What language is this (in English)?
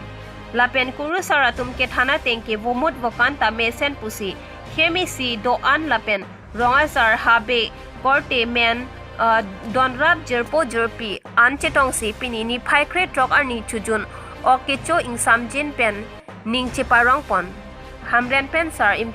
Karbi